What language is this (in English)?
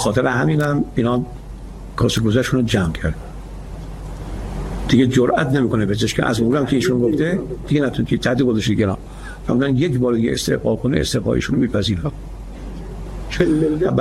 Persian